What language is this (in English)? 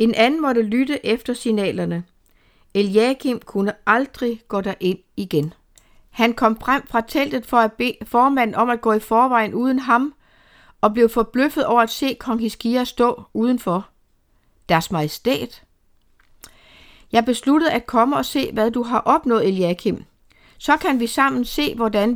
Danish